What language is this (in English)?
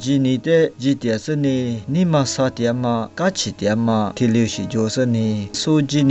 Lisu